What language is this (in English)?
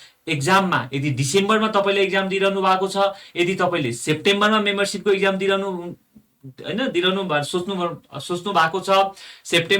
Nepali